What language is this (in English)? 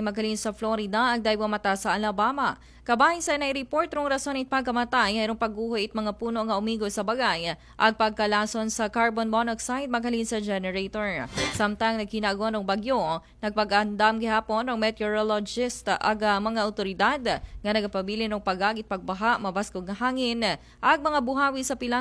Aklanon